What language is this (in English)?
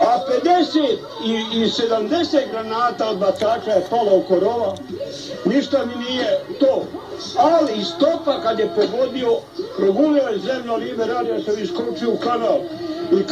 Bosnian